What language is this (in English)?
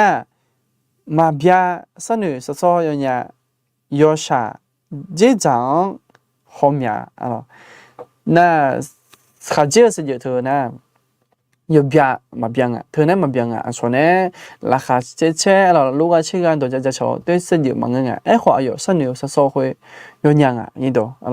Akha